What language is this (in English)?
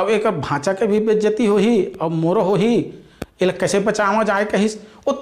Chhattisgarhi